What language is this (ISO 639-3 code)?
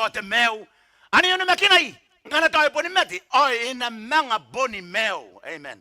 gil